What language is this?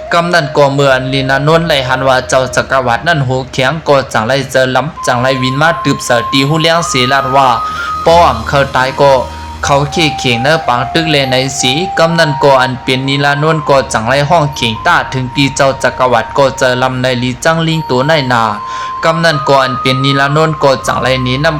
Shan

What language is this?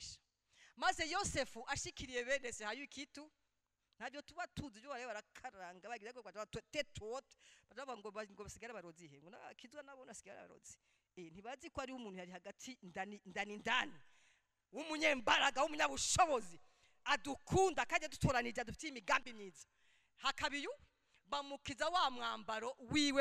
Rundi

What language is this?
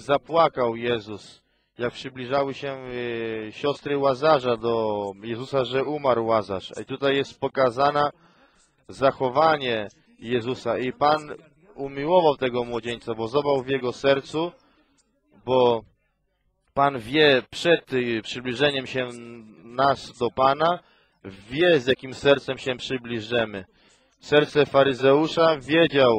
Polish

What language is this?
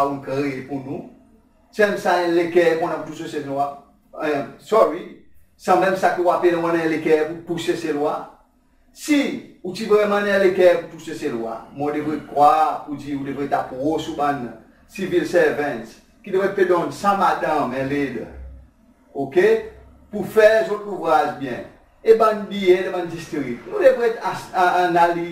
Seselwa Creole French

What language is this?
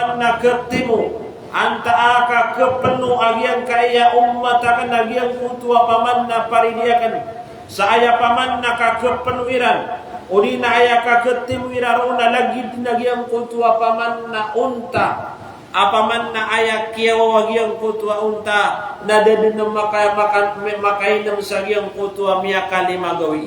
Maranao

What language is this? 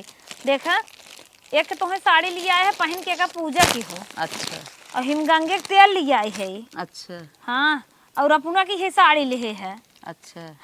Awadhi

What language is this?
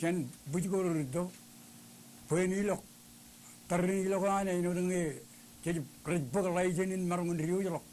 Marshallese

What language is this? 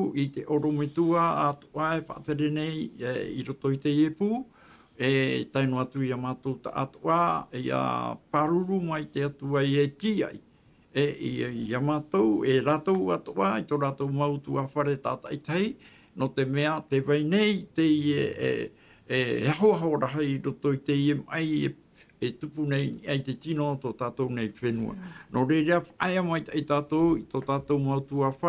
Tahitian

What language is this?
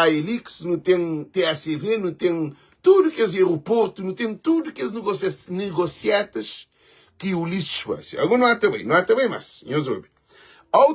Kabuverdianu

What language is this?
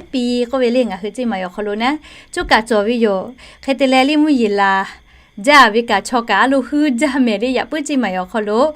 Lahu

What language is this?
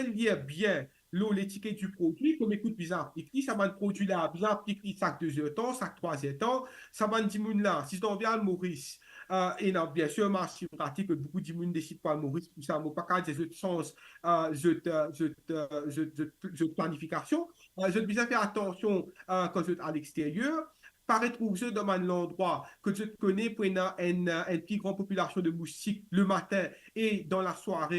Morisyen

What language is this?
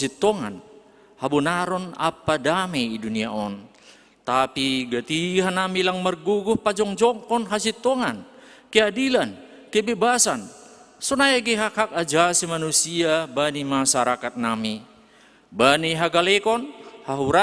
Batak Simalungun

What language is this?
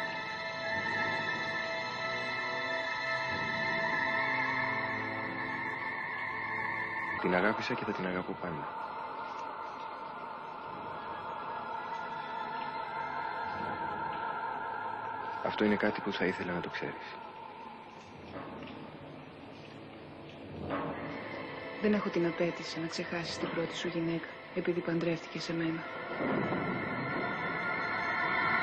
Greek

